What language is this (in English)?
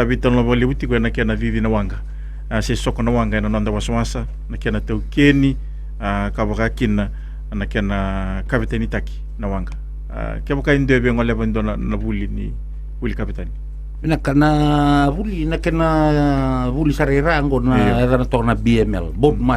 Fijian